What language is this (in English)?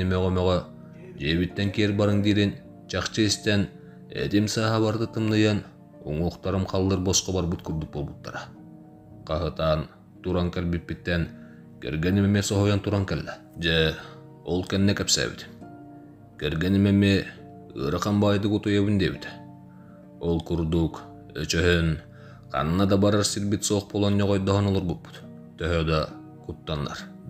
Yakut